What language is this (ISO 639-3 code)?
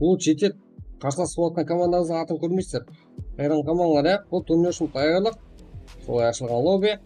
kaa